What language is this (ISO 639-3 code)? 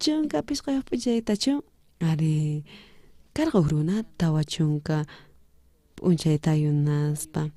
quh